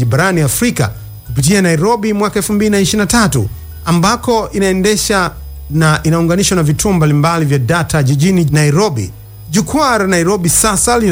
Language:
Swahili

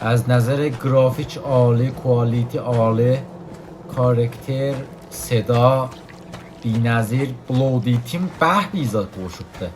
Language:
South Azerbaijani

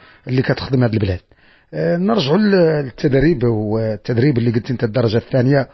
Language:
Moroccan Arabic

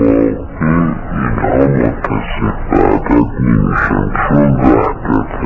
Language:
Persian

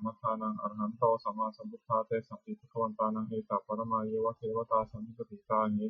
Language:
Pali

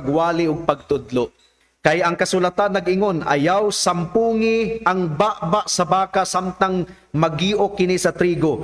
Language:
Cebuano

